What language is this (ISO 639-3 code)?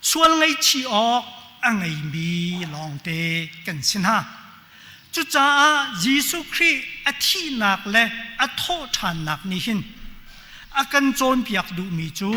cnh